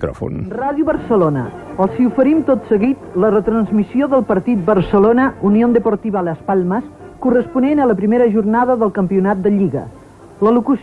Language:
Catalan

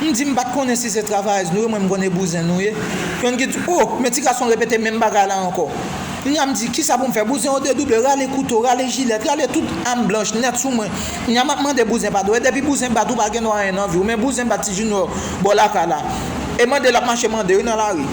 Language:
Haitian Creole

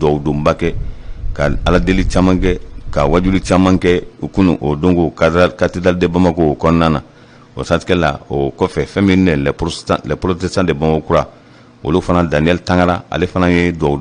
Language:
Bambara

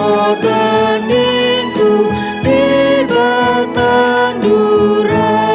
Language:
Batak Karo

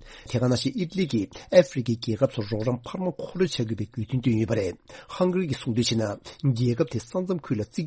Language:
Tibetan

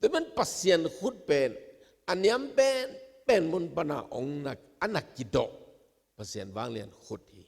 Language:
Tedim Chin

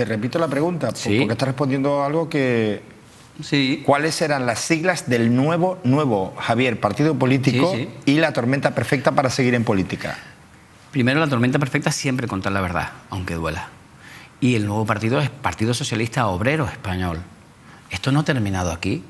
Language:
Spanish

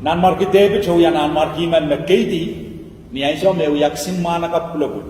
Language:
Pohnpeian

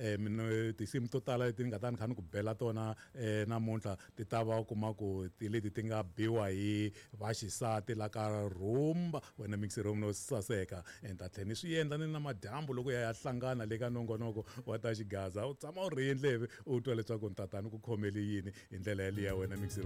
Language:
Tsonga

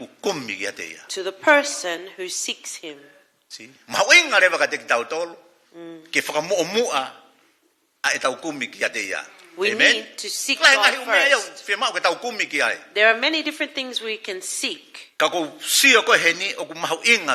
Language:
Tongan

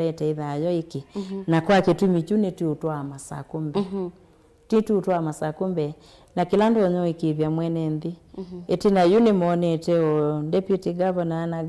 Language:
Kamba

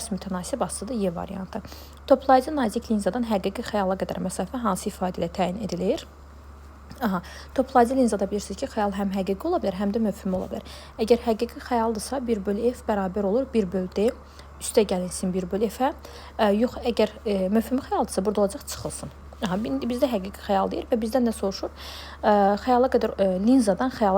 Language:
Azerbaijani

